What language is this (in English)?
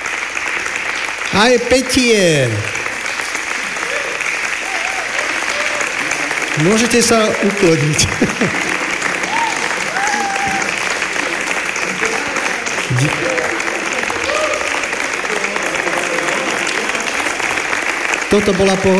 Slovak